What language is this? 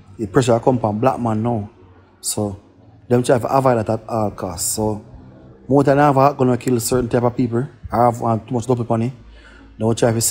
Jamaican Creole English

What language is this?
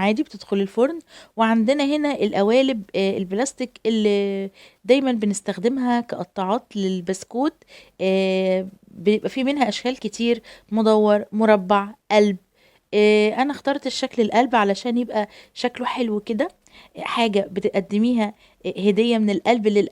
Egyptian Arabic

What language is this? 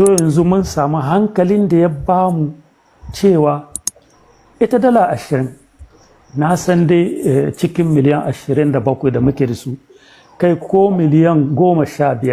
Hausa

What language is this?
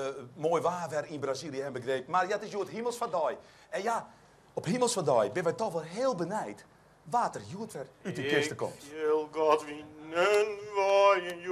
Western Frisian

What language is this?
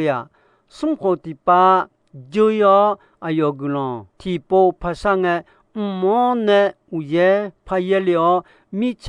Akha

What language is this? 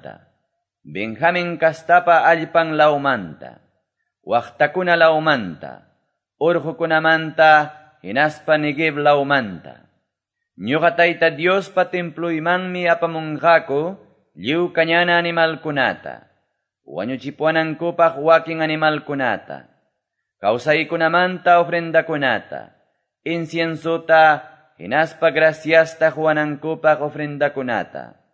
Quechua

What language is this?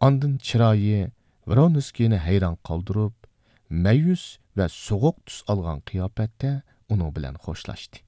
Uyghur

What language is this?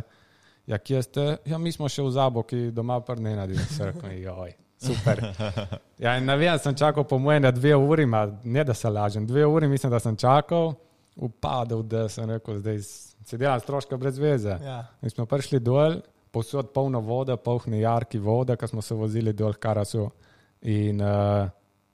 Slovenian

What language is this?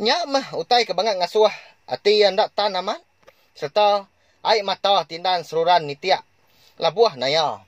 Iban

